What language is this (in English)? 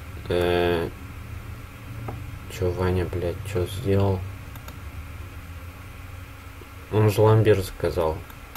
Russian